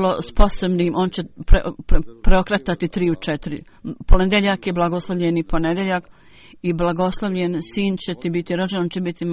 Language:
Bosnian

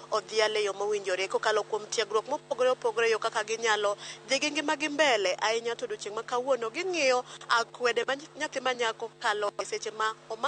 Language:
Luo (Kenya and Tanzania)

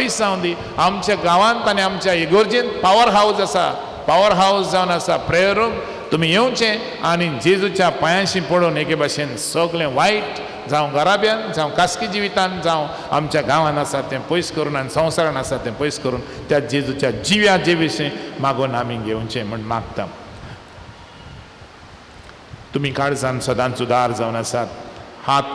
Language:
Konkani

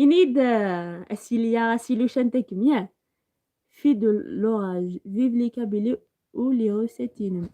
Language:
Algerian Arabic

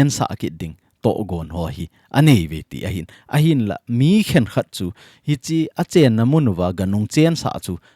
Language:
Thado Chin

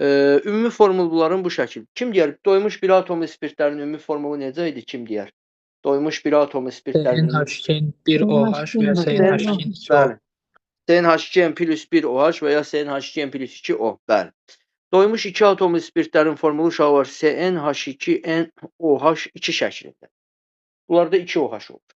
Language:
Azerbaijani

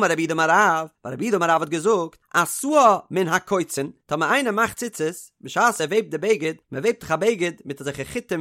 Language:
Yiddish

